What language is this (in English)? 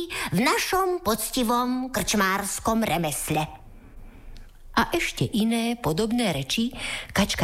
Slovak